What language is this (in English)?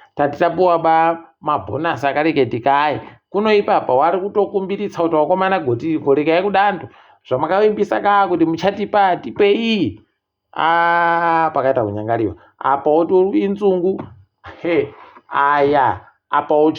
Ndau